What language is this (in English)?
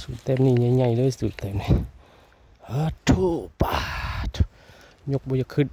Northeastern Thai